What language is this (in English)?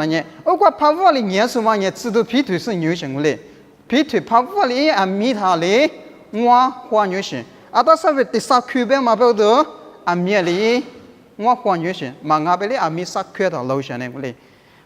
Lisu